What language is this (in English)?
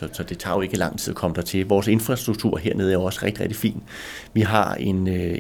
Danish